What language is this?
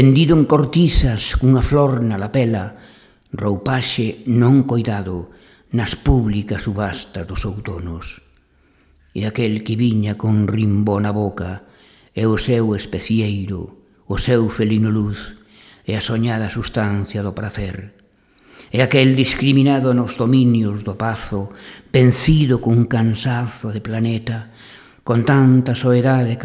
Galician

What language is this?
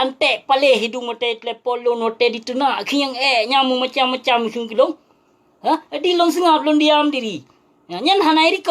Achinese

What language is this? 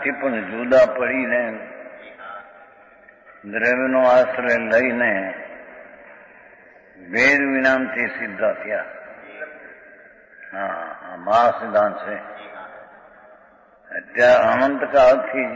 Gujarati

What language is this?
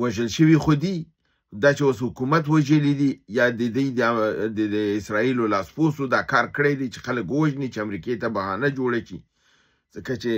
Pashto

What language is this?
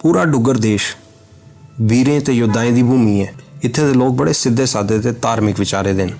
Dogri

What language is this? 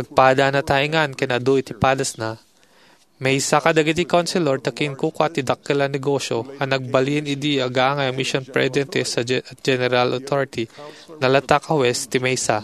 Iloko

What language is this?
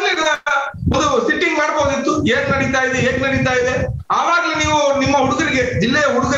Kannada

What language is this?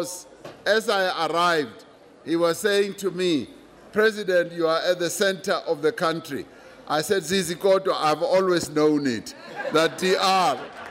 English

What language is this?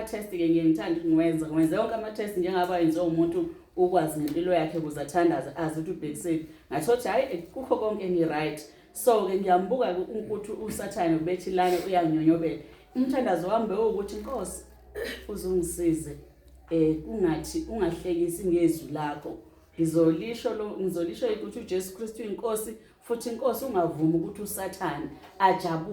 Zulu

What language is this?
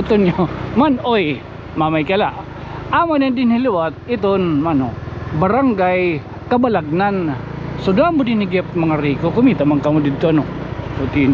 Waray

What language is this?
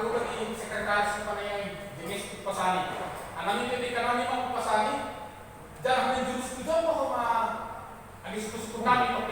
Batak Simalungun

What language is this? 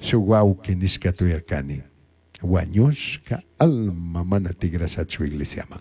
Chimborazo Highland Quichua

